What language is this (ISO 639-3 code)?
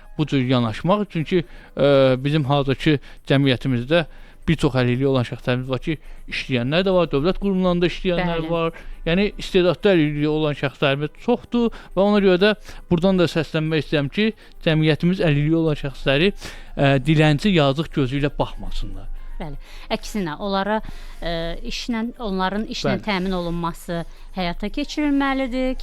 aze